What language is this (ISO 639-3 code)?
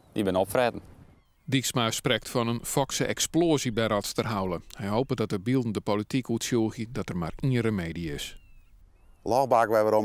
fry